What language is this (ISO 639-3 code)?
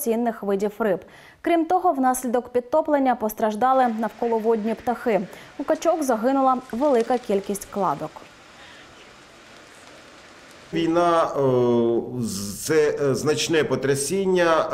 ukr